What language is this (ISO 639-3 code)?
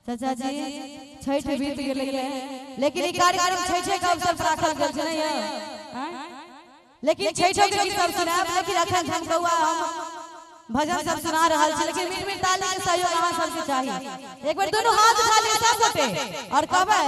mai